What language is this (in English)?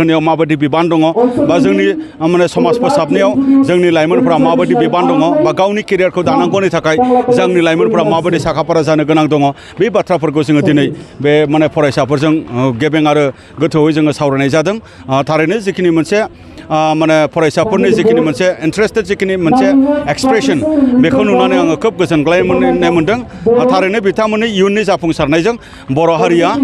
Bodo